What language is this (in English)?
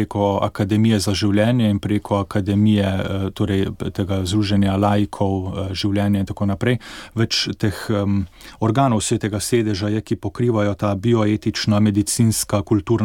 Slovenian